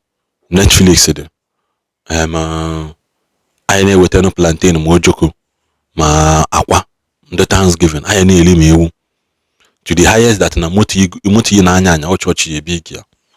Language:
Igbo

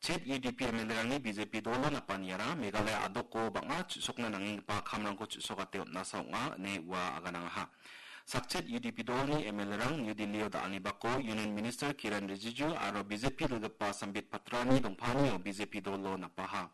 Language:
Garo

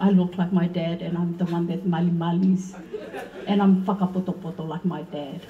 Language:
Tongan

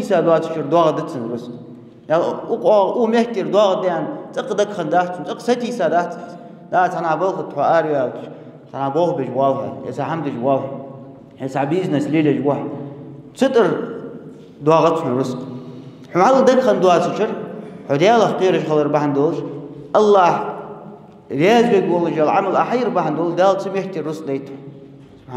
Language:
Ingush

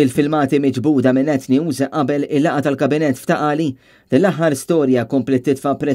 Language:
Maltese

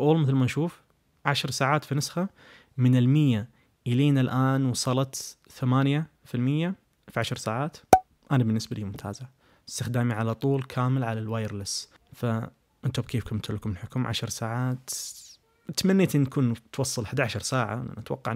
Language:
Najdi Arabic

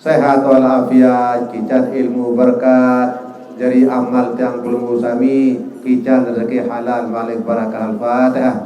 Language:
Sasak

